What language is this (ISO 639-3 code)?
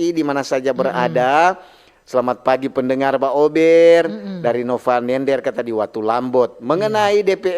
xmm